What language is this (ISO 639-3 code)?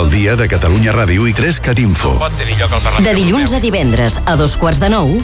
cat